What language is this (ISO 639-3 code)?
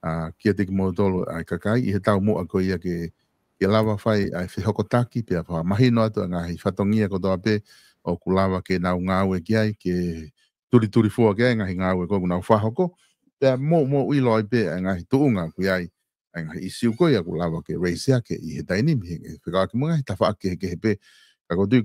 ton